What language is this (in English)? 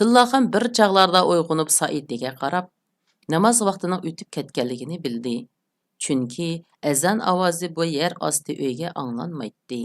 Uyghur